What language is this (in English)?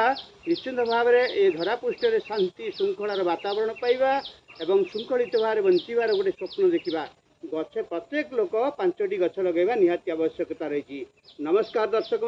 Odia